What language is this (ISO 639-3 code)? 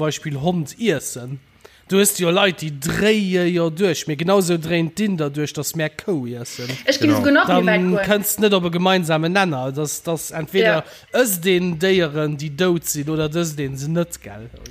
ltz